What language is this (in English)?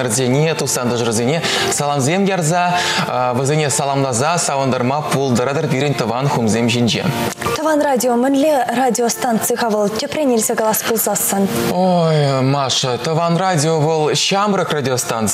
Chuvash